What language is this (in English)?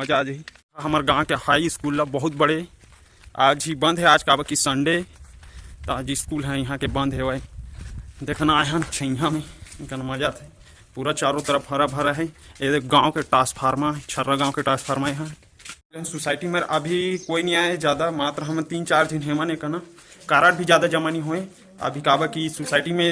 Chhattisgarhi